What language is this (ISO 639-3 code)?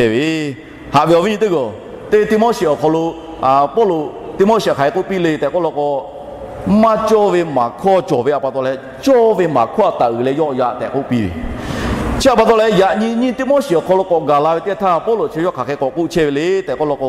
lhu